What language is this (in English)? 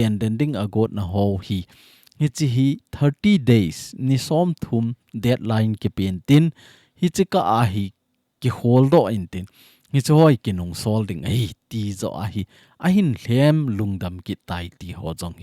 Thado Chin